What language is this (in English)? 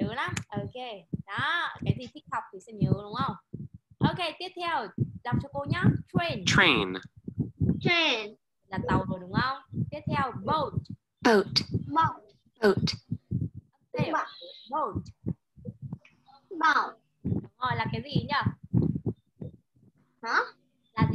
Vietnamese